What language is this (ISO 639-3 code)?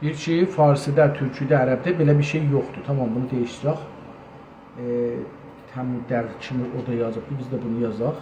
azb